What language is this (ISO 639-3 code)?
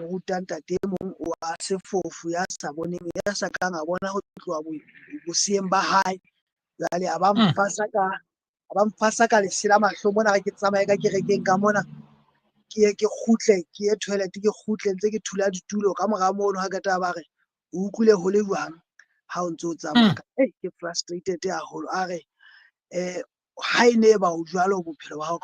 sot